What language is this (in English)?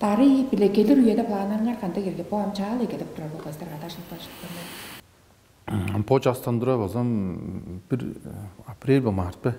Tuvinian